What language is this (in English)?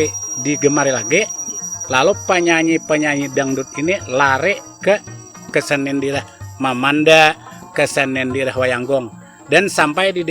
Banjar